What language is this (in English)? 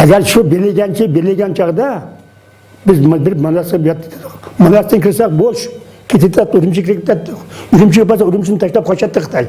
Uyghur